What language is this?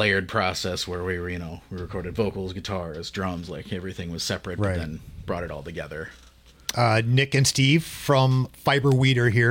English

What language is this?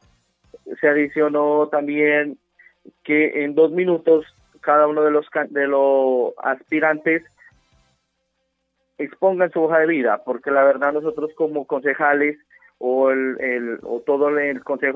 Spanish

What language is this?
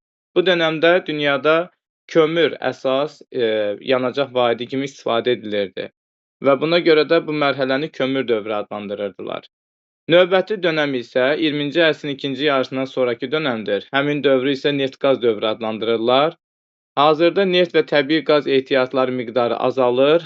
Azerbaijani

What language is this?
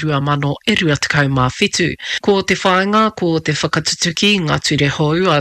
Māori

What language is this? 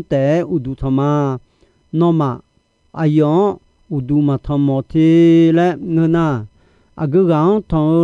Akha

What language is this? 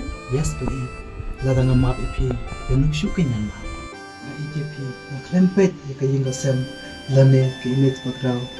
Khasi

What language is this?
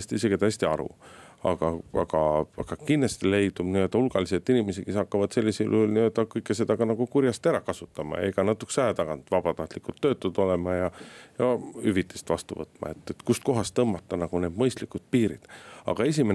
Estonian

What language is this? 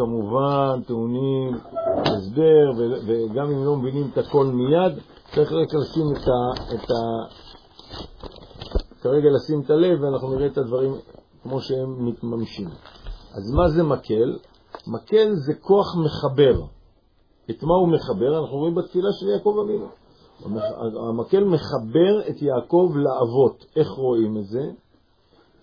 Hebrew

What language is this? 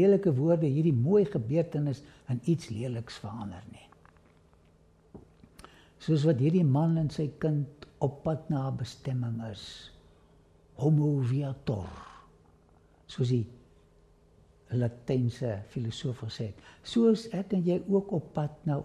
Afrikaans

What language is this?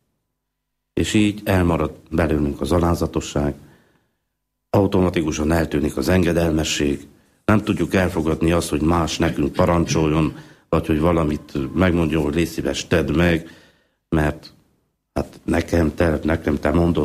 Hungarian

